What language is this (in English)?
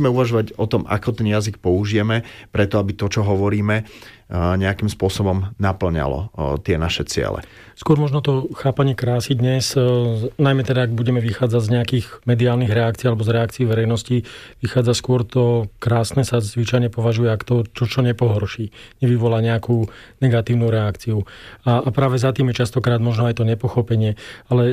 Slovak